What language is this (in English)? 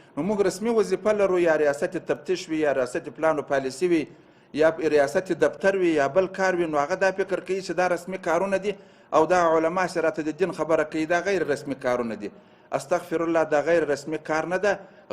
Pashto